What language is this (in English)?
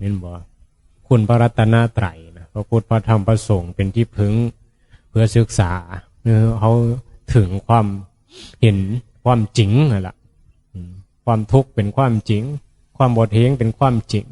Northeastern Thai